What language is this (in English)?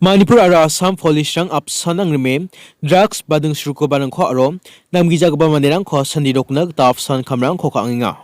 Garo